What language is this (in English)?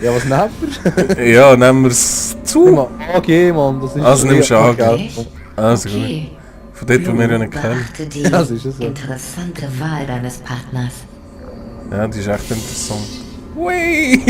Swiss German